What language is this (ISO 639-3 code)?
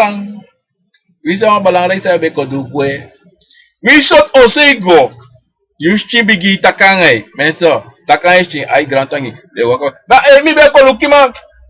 srn